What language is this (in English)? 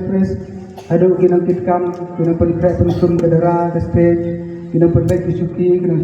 Khasi